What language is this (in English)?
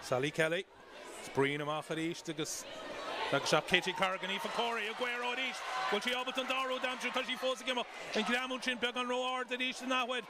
Irish